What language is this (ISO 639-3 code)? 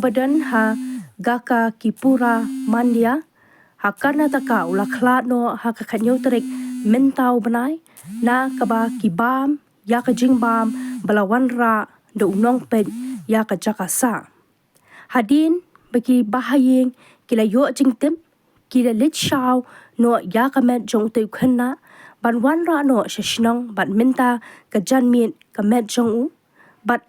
kha